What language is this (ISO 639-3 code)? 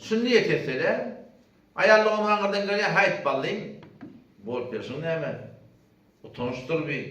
tuk